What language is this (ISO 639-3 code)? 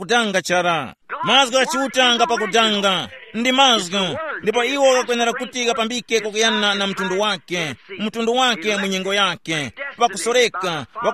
tum